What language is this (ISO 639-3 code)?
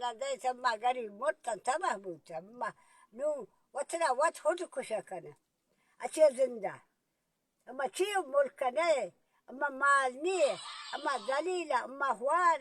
bal